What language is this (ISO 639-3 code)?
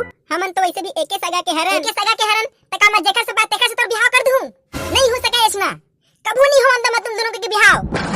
hne